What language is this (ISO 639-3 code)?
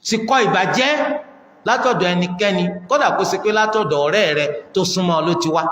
yor